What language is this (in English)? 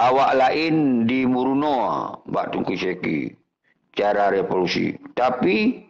Achinese